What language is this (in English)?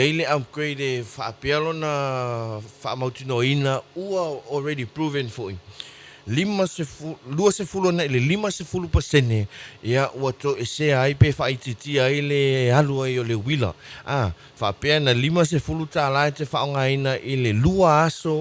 Samoan